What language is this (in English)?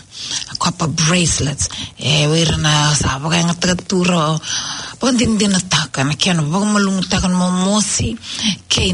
Fijian